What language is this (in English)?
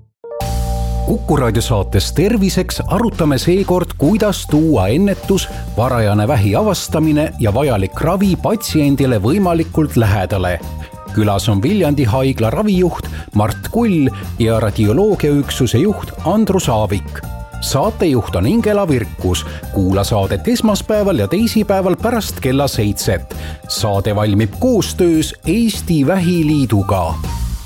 Estonian